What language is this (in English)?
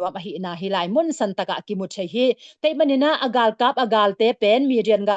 Tedim Chin